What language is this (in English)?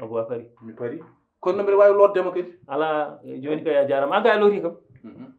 Fula